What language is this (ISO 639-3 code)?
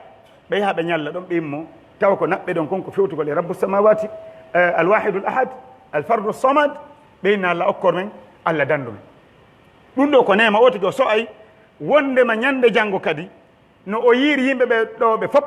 fuf